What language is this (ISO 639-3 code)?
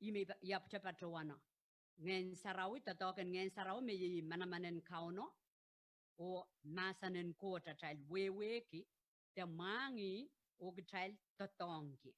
pon